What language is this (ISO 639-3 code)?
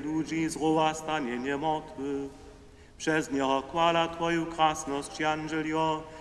hsb